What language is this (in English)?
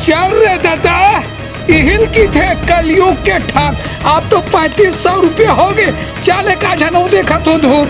Chhattisgarhi